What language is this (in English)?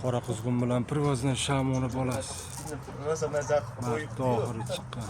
Uzbek